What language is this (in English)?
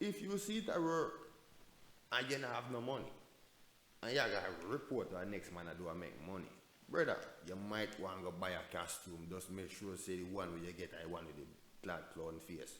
Jamaican Creole English